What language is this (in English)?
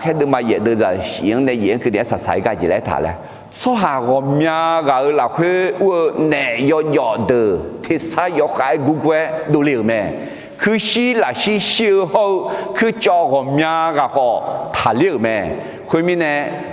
Akha